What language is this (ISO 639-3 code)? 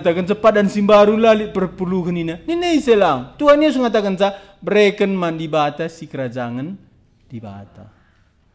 btx